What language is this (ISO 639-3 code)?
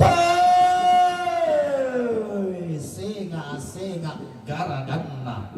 sda